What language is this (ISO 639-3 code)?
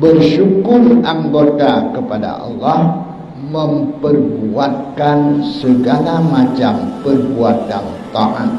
ace